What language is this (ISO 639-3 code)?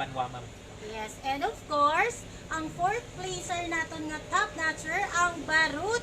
hil